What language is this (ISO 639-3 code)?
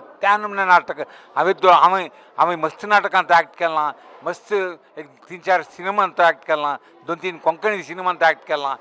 kok